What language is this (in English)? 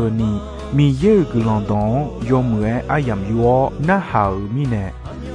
Akha